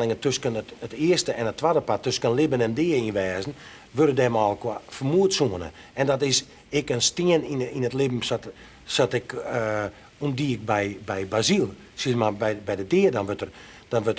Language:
Western Frisian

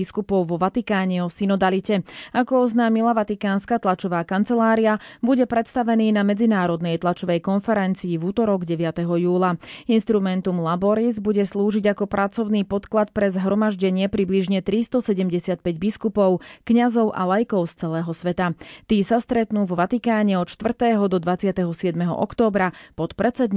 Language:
Slovak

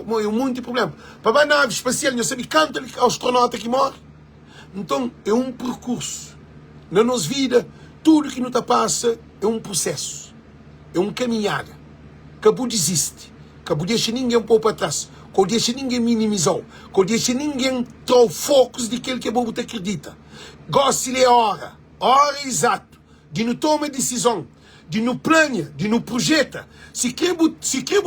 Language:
Kabuverdianu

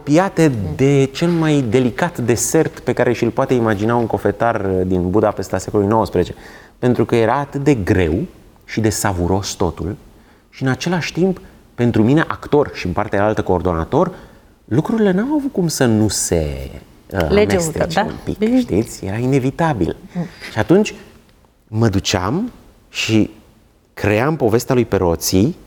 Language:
Romanian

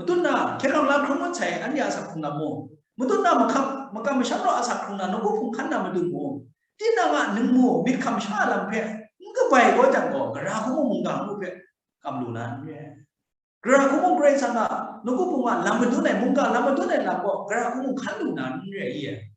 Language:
Kachin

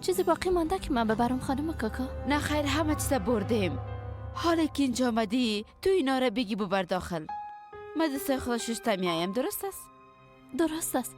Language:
Persian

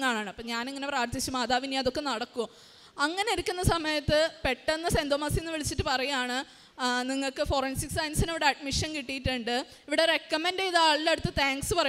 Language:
Malayalam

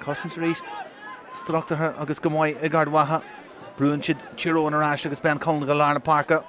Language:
Irish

